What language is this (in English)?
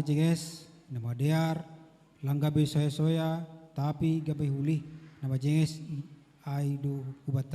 Batak Simalungun